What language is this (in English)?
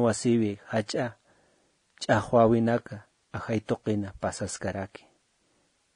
Aymara